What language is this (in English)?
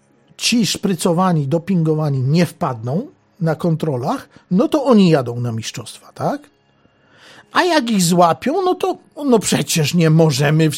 Polish